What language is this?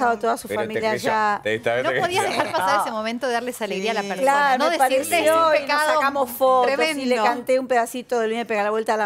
Spanish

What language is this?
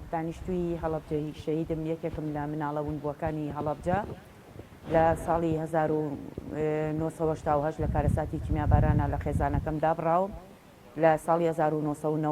Central Kurdish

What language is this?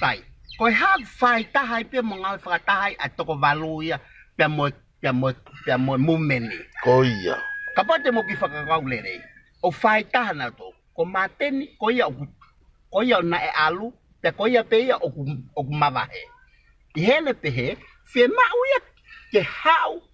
Tongan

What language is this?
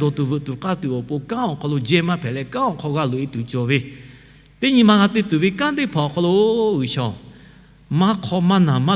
Lahu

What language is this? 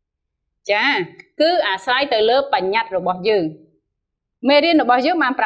Khmer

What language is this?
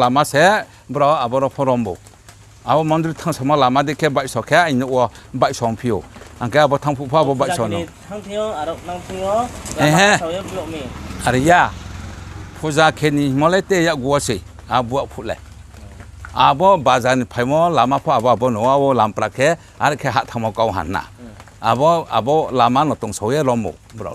Riang (India)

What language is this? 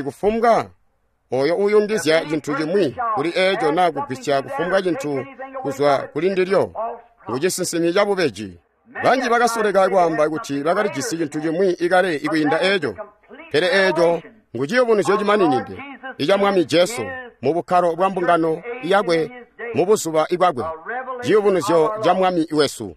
Tonga (Zambia)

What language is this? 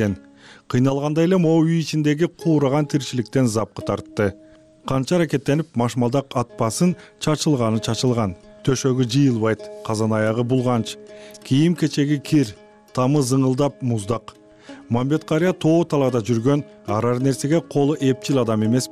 Kyrgyz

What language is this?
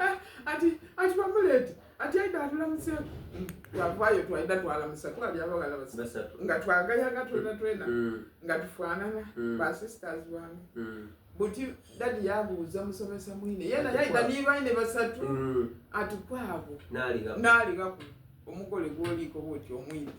Soga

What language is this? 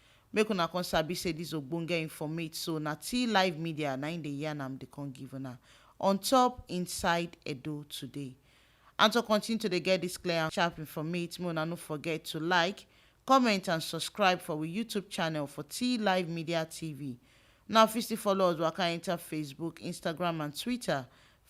Nigerian Pidgin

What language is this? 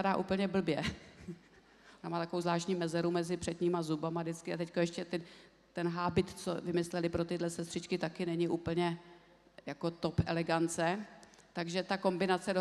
Czech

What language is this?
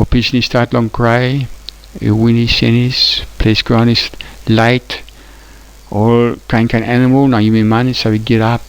Tok Pisin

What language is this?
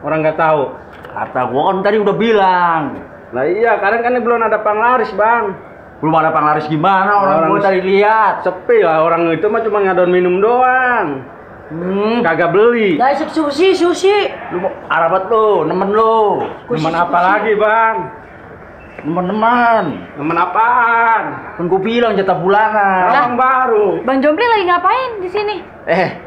Betawi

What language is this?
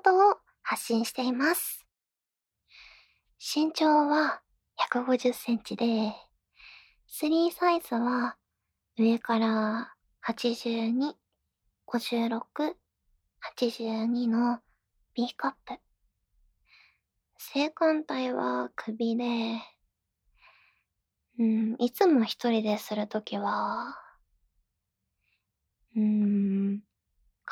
Japanese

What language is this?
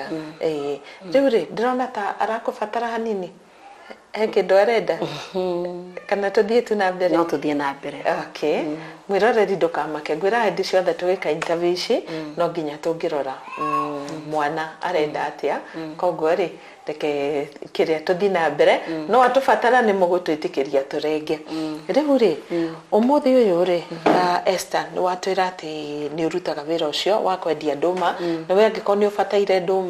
Kikuyu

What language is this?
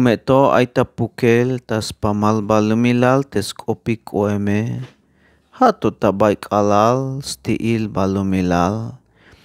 Tzeltal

